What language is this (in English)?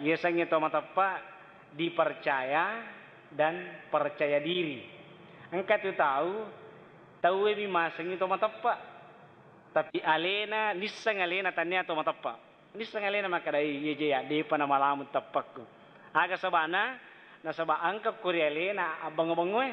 Buginese